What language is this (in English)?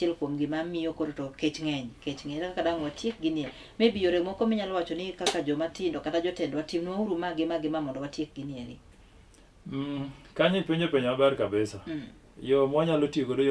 Luo (Kenya and Tanzania)